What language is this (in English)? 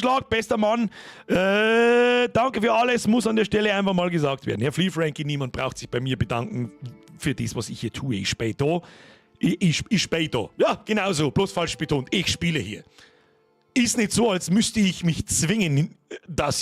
Bavarian